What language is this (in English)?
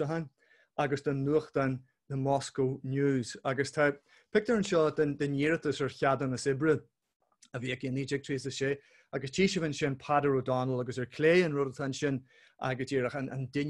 Irish